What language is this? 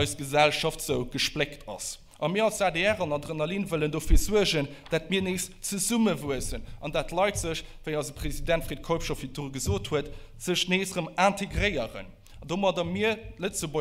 Luxembourgish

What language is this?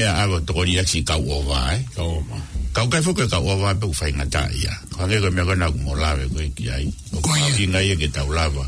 Tongan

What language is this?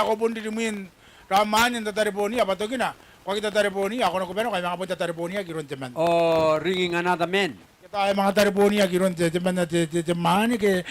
Gilbertese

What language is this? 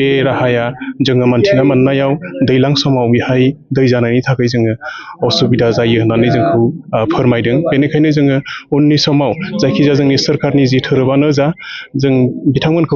Bodo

